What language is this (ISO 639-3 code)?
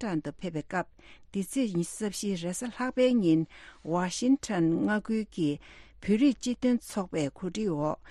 bod